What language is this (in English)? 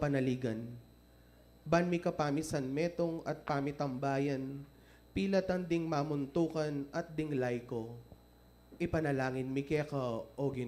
Pampanga